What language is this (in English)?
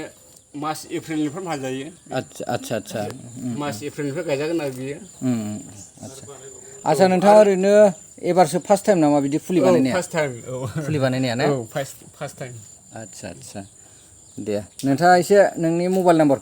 Bodo